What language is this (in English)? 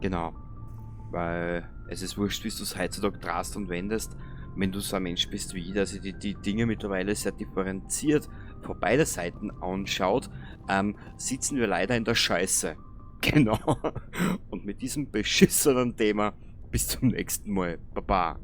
Bavarian